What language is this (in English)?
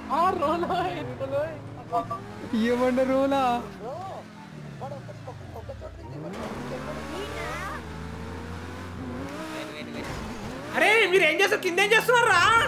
Telugu